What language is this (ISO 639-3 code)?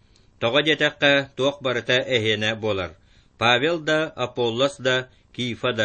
sah